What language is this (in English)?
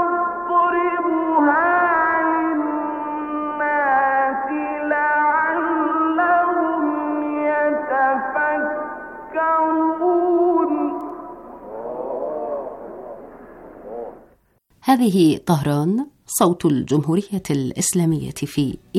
Arabic